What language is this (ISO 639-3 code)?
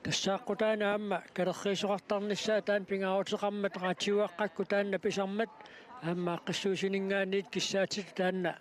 kal